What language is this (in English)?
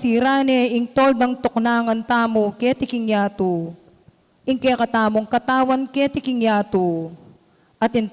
Pampanga